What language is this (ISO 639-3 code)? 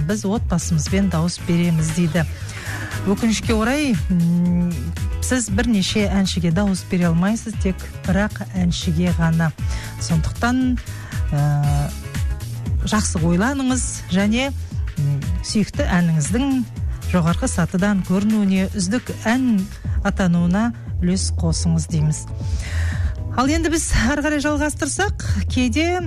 kaz